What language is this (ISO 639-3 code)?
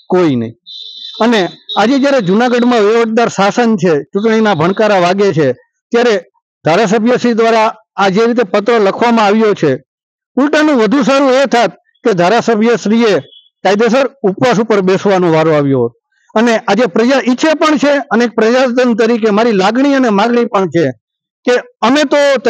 guj